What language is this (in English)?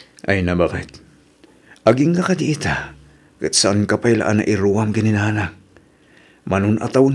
Iloko